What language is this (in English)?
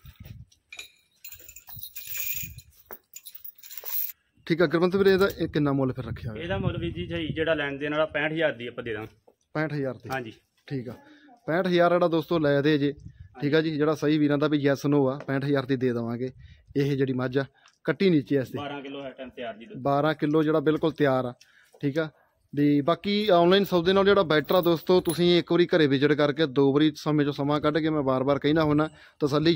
Punjabi